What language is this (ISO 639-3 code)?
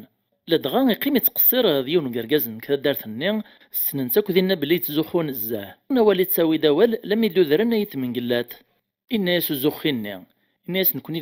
kab